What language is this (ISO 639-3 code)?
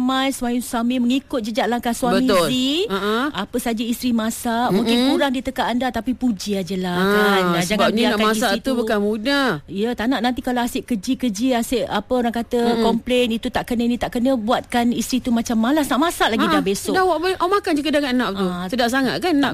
msa